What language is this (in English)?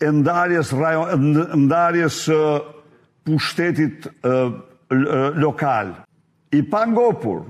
Albanian